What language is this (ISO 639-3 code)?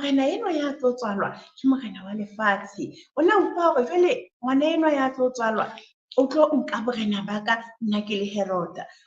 sot